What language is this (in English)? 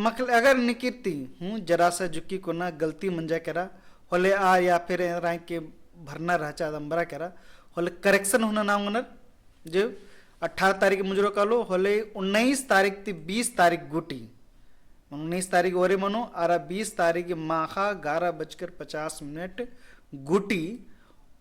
Kurukh